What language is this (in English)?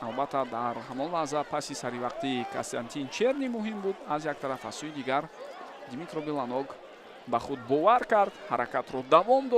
Tajik